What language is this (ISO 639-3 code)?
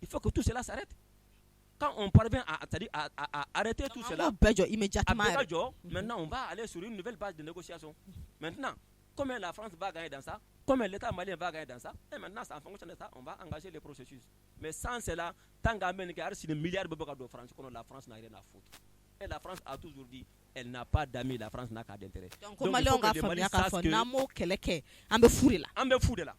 bam